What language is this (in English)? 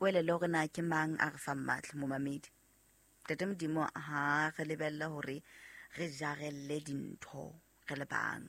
Southern Sotho